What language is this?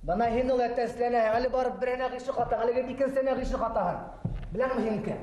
Bashkir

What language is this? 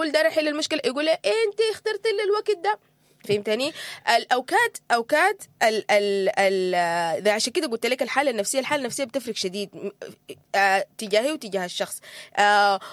Sudanese Arabic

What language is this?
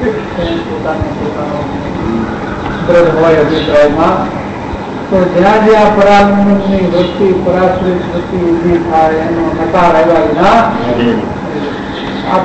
Gujarati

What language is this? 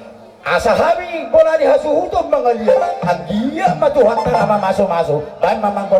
Batak Toba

